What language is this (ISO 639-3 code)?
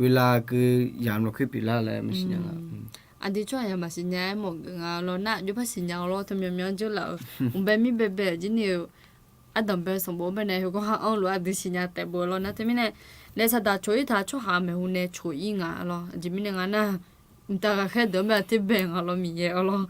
ahk